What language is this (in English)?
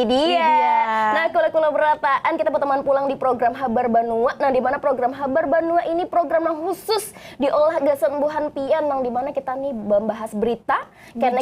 Banjar